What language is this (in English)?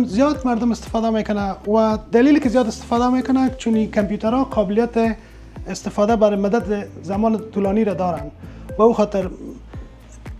Persian